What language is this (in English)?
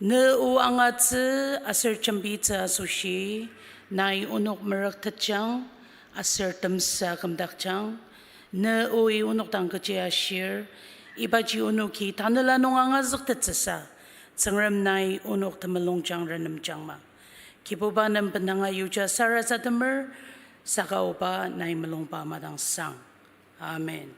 Ao Naga